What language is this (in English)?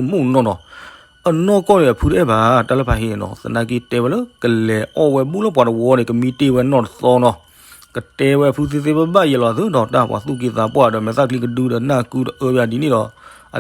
S'gaw Karen